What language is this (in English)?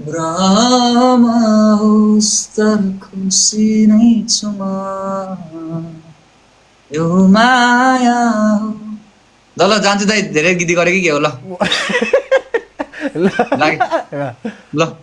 Nepali